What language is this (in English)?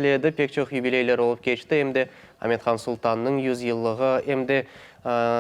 Crimean Tatar